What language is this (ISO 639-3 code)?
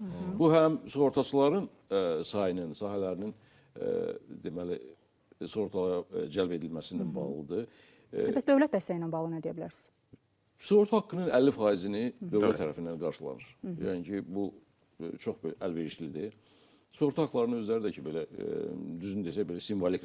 aze